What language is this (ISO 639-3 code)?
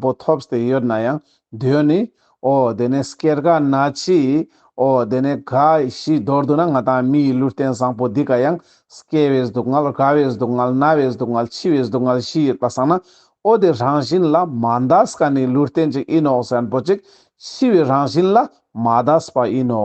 lbj